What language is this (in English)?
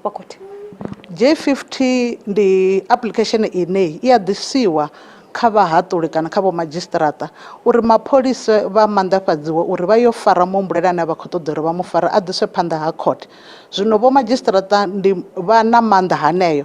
Venda